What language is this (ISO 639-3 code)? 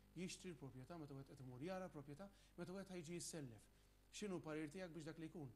mlt